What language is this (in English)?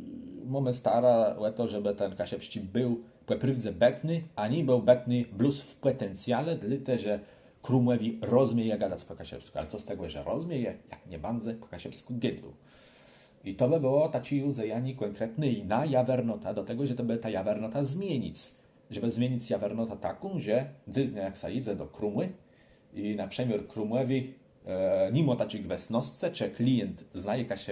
Kashubian